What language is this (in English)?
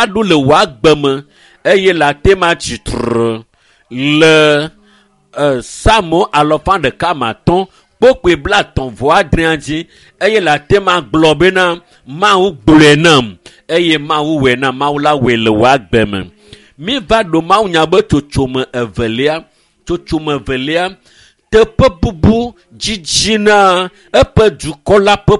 Ewe